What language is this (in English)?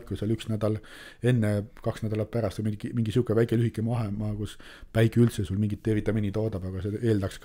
Estonian